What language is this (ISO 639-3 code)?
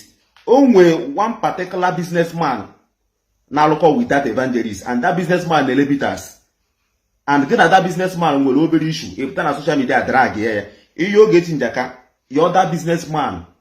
ibo